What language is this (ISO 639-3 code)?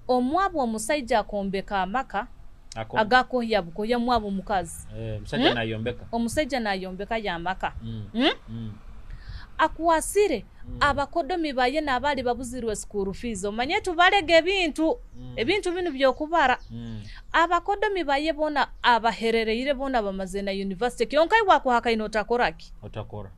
nyo